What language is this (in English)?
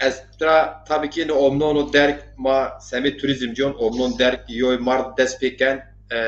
Zaza